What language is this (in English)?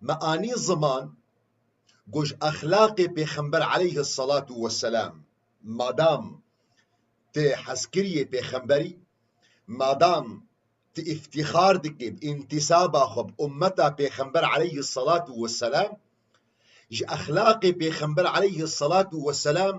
Kurdish